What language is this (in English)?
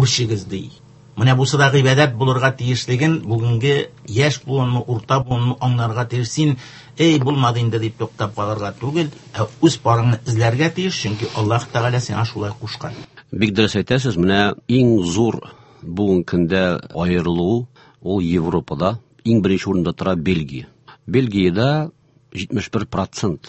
Tatar